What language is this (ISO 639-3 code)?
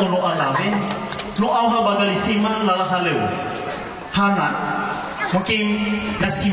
nia